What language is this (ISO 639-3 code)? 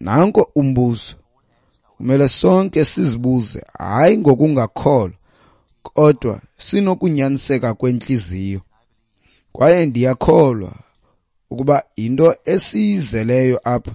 xho